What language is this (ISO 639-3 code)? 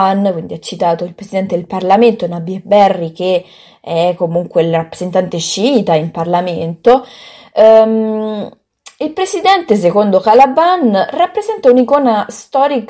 ita